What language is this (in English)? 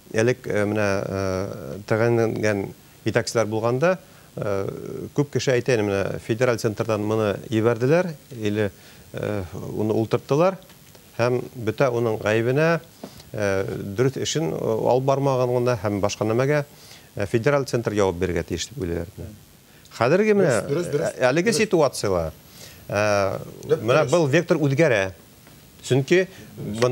Bashkir